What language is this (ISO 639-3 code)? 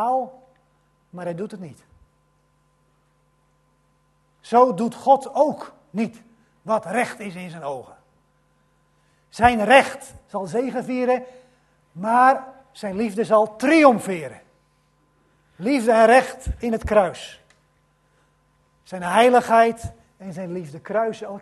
nld